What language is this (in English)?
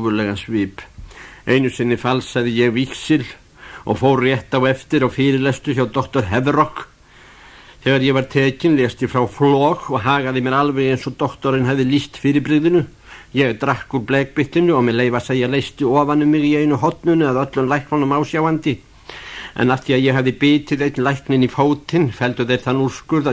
Icelandic